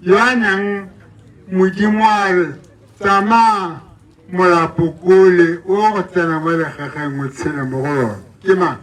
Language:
Tswana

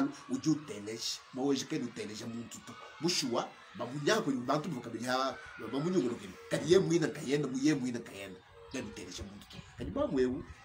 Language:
Luba-Lulua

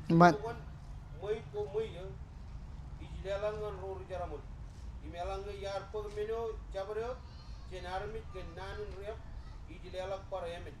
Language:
Marshallese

